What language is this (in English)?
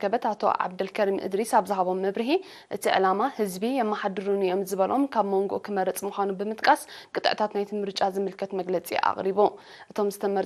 Tigrinya